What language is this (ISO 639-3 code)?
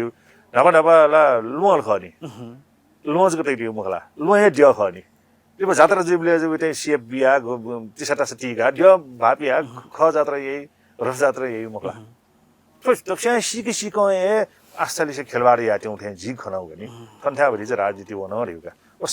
new